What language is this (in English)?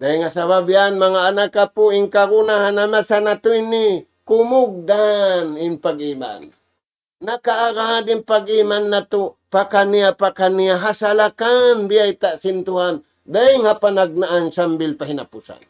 Tausug